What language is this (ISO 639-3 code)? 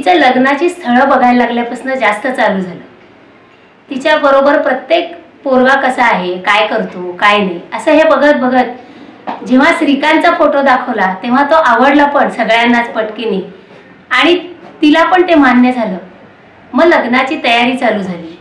mar